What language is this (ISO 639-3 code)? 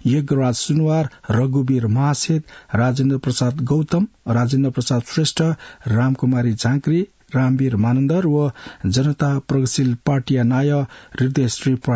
new